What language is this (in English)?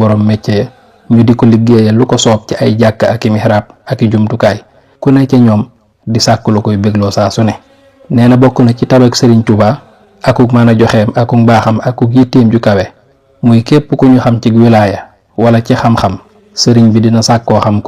Wolof